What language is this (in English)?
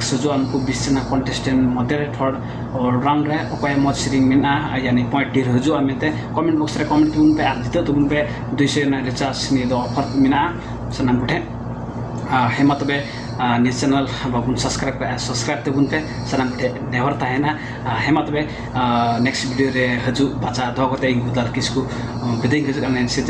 Santali